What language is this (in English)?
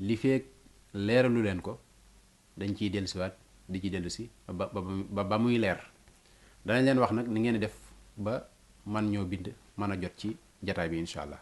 Wolof